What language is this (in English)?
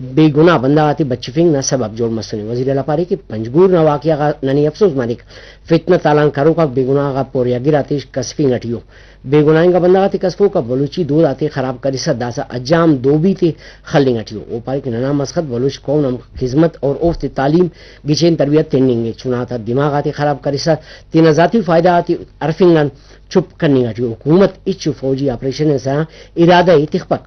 Brahui